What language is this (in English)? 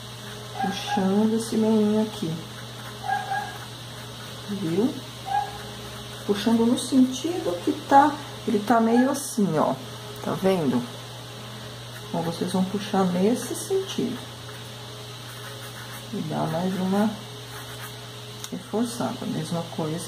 Portuguese